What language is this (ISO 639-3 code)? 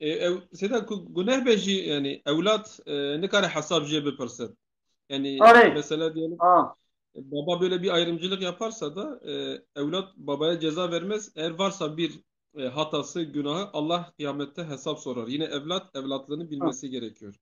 kur